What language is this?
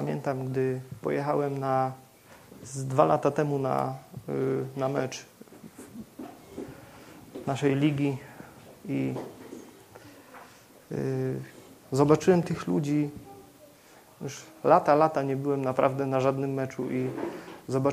Polish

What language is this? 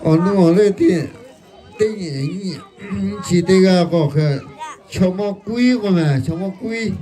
Lahu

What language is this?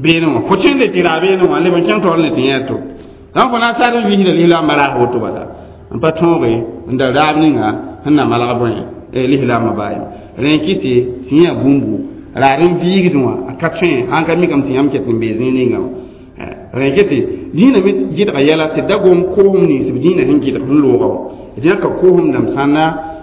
Mossi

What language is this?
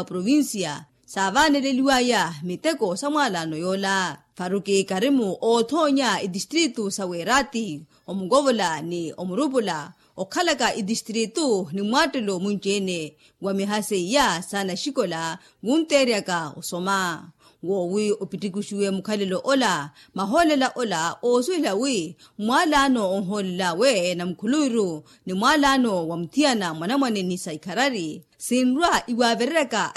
Makhuwa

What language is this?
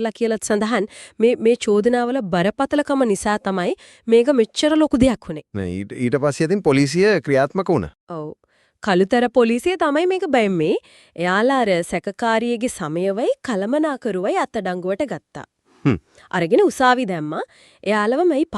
Sinhala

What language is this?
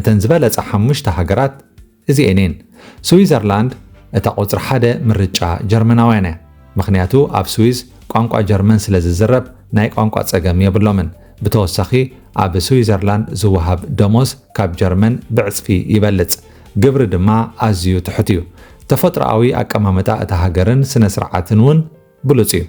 Tigrinya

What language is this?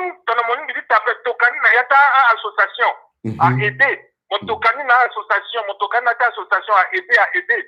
Sango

